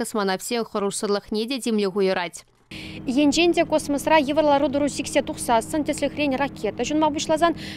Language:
Chuvash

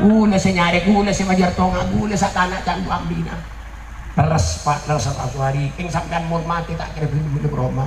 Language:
Madurese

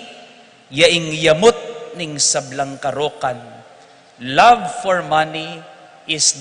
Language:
Pampanga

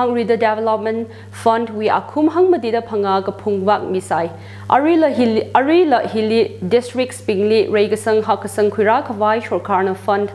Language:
Tangkhul Naga (India)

